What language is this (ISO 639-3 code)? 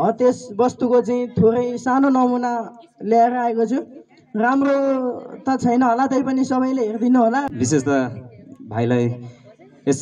nep